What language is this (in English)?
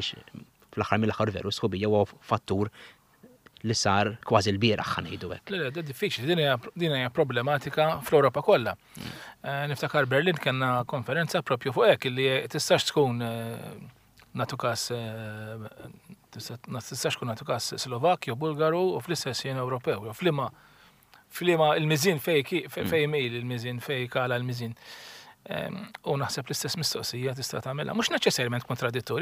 Maltese